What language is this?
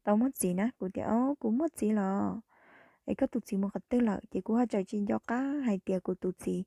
Hmong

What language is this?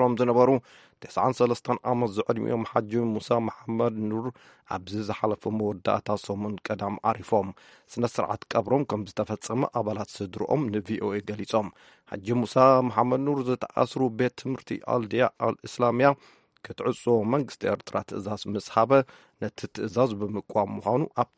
Tigrinya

